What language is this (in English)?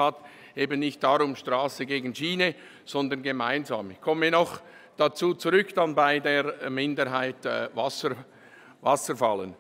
German